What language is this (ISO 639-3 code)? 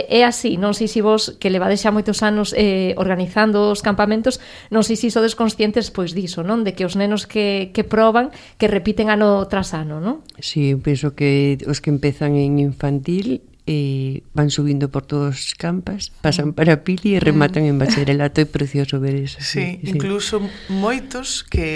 glg